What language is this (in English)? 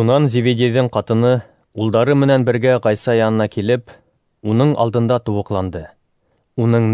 Bashkir